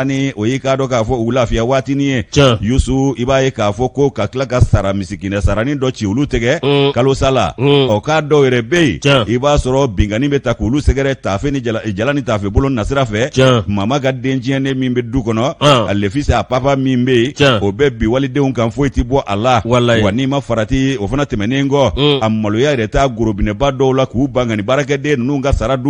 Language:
Bambara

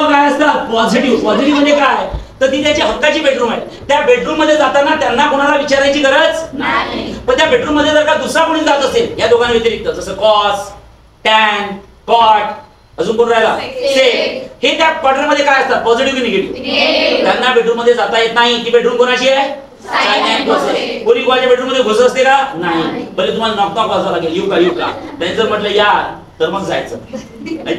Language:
Marathi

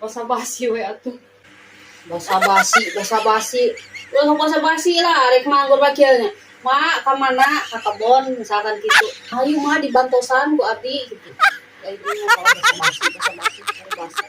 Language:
Sundanese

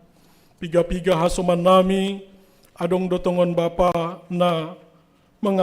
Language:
Batak Simalungun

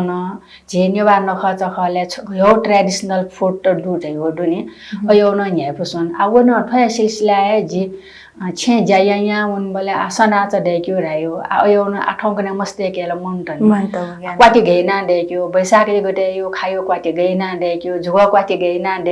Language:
Newari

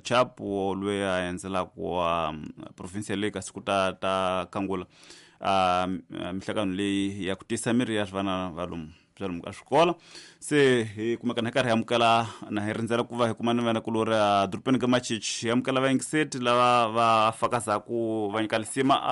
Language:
Tsonga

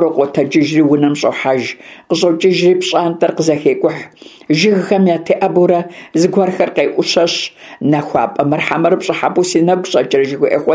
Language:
Kabardian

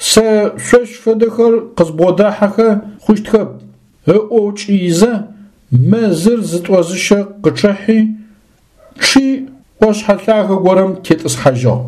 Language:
Adyghe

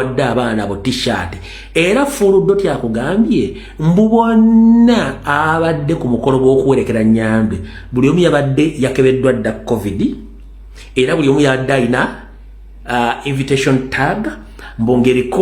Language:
Ganda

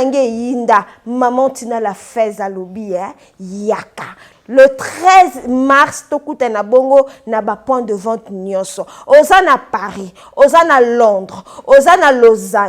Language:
Lingala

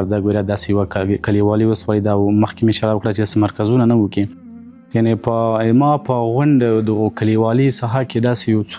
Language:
Pashto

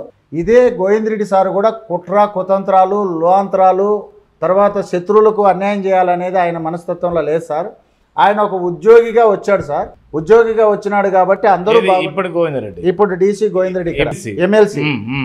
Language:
Telugu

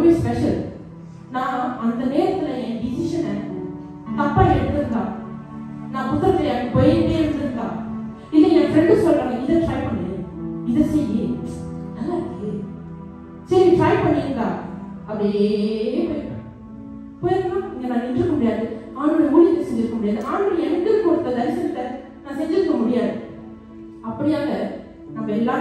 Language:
Tamil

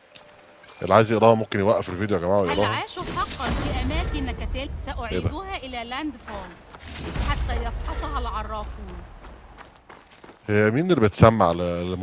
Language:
Egyptian Arabic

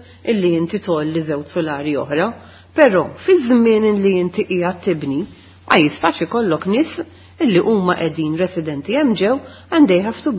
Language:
Maltese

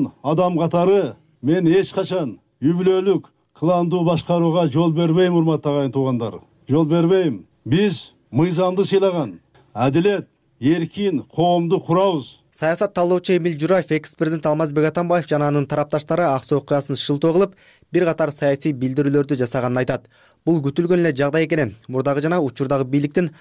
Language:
Kyrgyz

